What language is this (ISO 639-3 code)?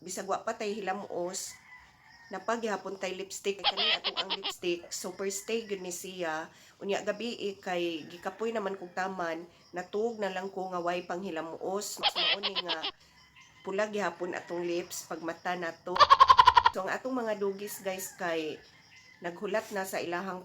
ceb